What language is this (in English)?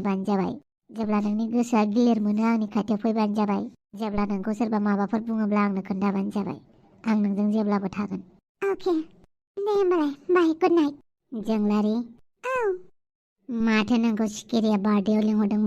Bodo